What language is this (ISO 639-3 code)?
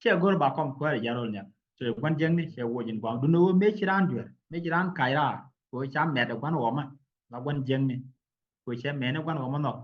nus